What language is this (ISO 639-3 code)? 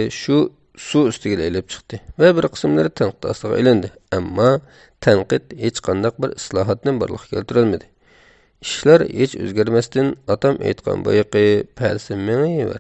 uig